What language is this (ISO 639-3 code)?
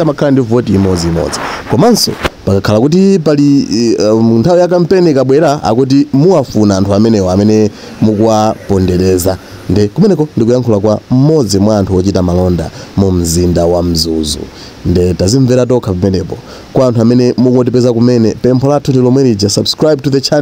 nya